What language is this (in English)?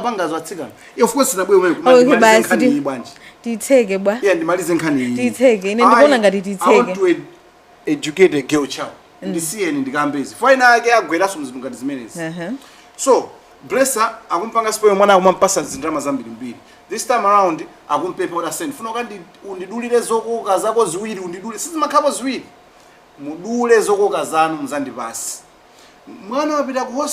Nyanja